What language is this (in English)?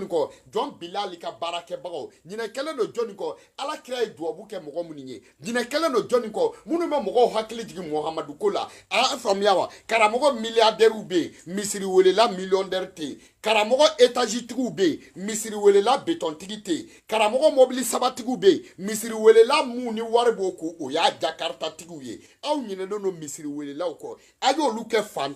Bambara